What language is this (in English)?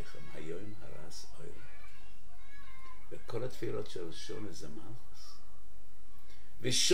Hebrew